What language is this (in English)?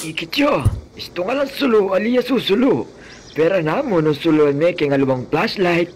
Pampanga